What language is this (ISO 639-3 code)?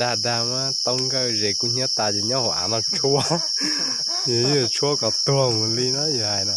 hmn